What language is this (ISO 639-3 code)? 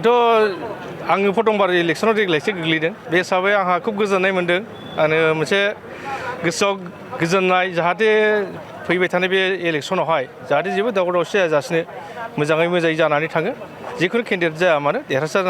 brx